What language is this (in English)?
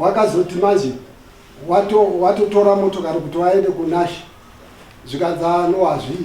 Shona